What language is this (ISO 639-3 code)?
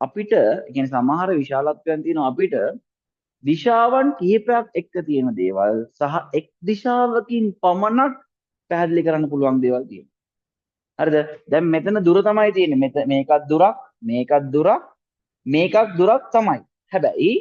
sin